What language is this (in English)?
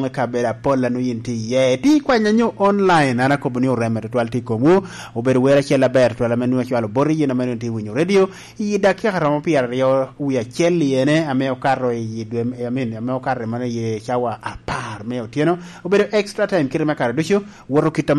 Lango (Uganda)